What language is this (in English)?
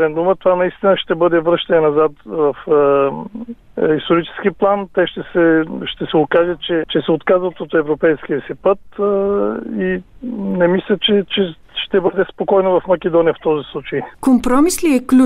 Bulgarian